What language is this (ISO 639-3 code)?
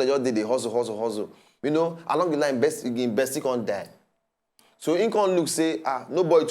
pcm